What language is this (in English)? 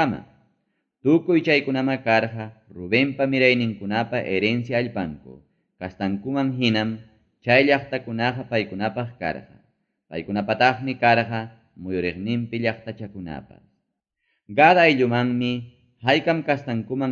Ayacucho Quechua